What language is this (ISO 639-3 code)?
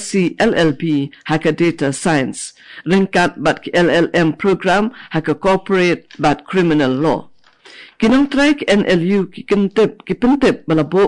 kha